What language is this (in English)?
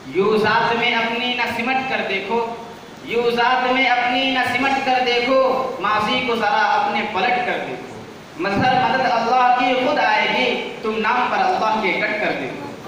Urdu